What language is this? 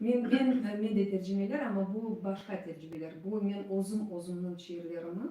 Crimean Tatar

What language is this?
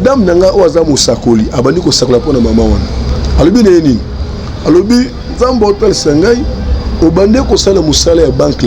Lingala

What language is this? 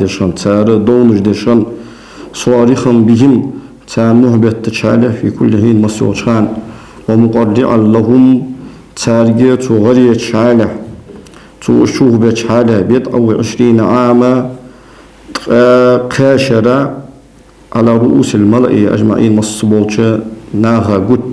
Ingush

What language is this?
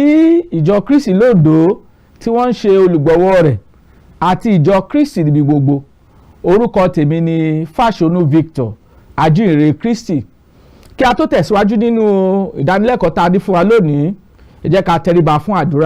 Yoruba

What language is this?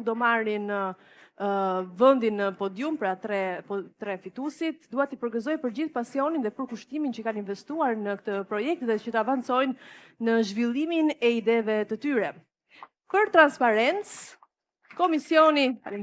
Albanian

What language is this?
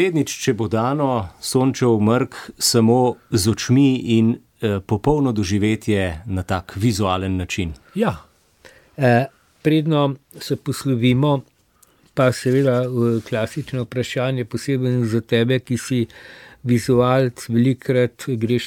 Slovenian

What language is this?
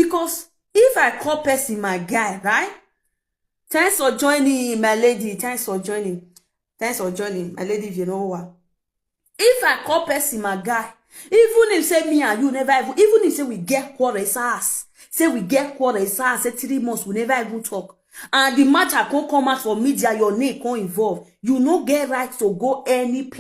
Nigerian Pidgin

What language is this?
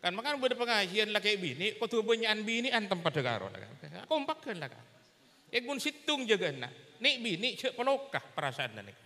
Madurese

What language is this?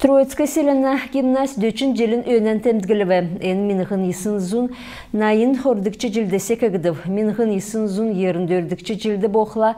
Kalmyk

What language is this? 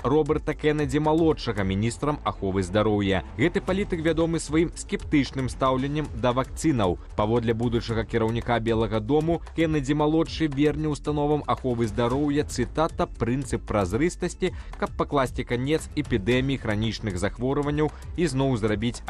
Belarusian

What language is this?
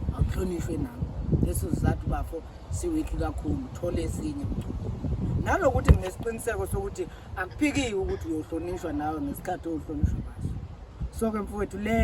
Zulu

